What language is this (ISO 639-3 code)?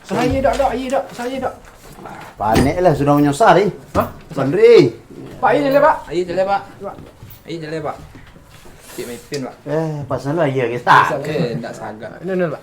min